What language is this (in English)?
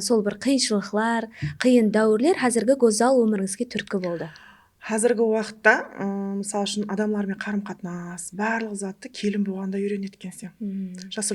Kara-Kalpak